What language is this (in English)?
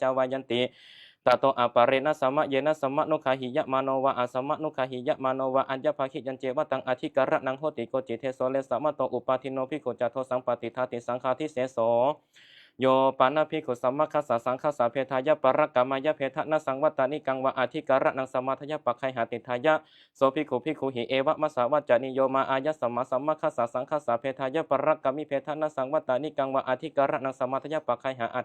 Pali